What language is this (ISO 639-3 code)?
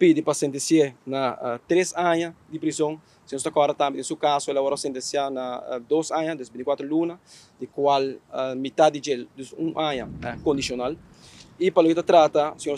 pap